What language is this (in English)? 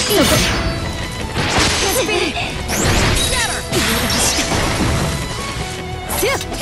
English